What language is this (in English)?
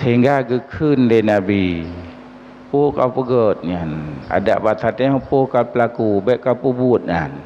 Achinese